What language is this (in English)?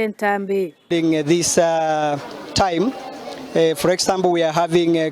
Gusii